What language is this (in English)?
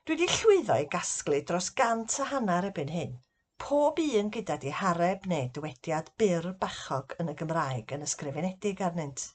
Welsh